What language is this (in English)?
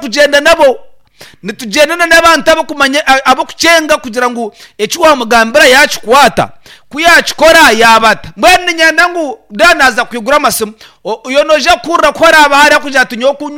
Nyankole